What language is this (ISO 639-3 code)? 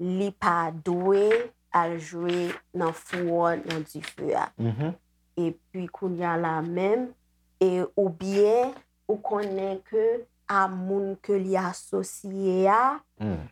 hat